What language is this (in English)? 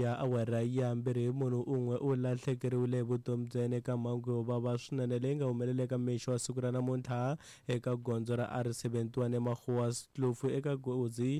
Tsonga